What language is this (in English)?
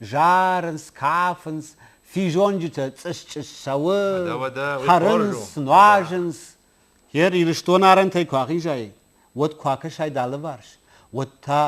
Ossetic